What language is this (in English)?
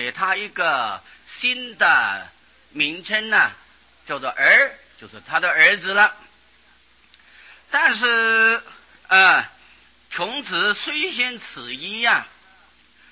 Chinese